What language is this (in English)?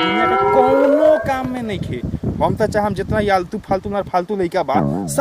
Magahi